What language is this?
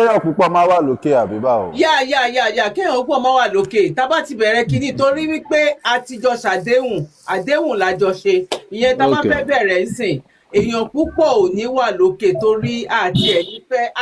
Yoruba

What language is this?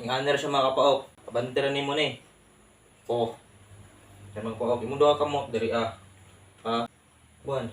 Cebuano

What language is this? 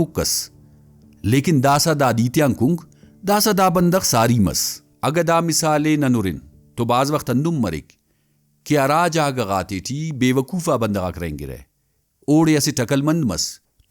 Brahui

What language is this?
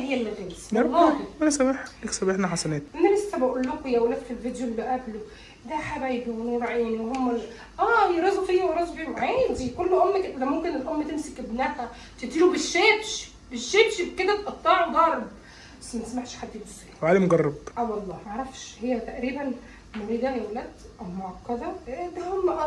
Egyptian Arabic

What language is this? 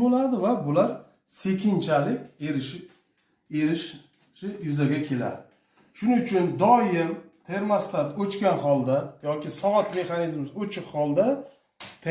Uzbek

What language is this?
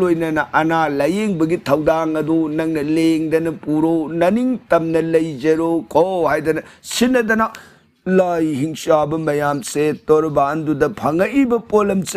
Manipuri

